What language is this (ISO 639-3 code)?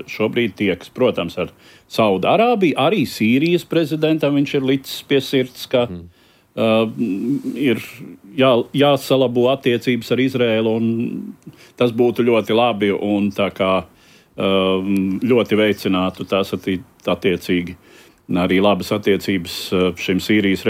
lav